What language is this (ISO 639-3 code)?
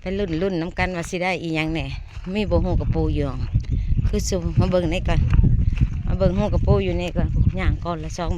tts